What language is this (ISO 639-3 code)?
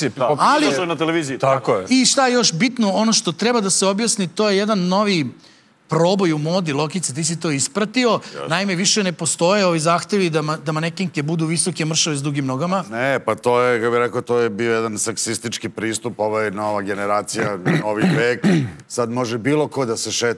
srp